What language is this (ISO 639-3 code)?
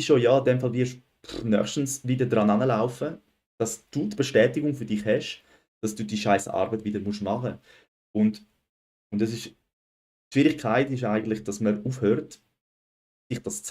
gsw